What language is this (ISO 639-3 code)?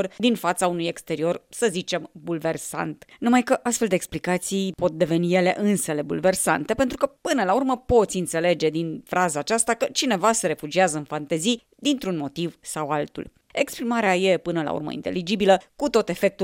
ron